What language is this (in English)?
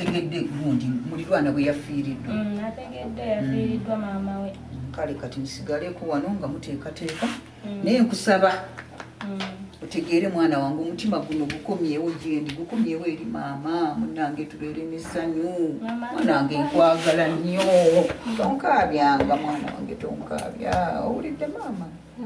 Ganda